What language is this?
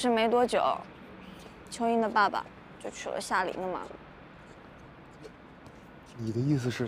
Chinese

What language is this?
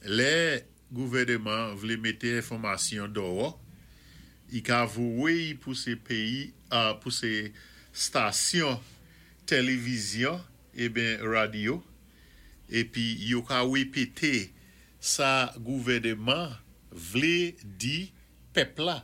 Saint Lucian Creole French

